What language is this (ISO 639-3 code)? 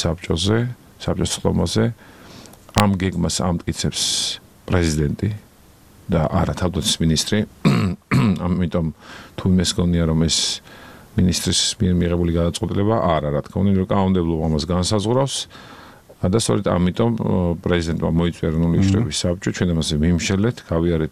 kat